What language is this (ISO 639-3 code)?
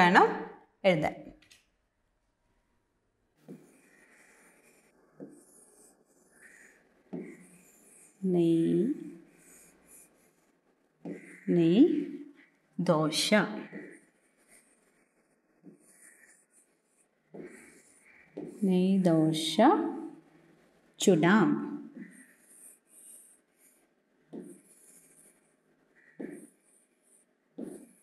mal